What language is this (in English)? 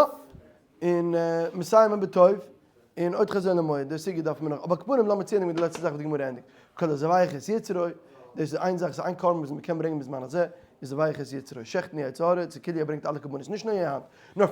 Yiddish